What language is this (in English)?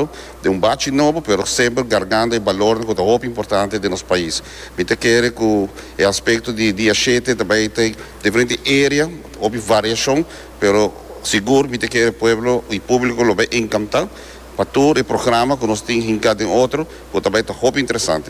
Papiamento